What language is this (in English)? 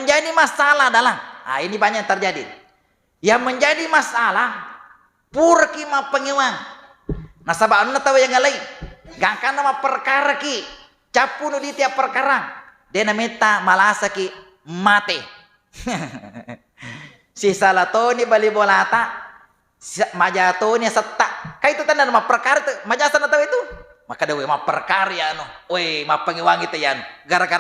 Buginese